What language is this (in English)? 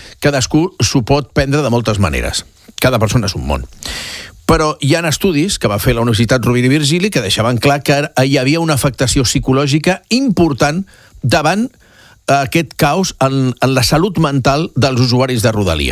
Catalan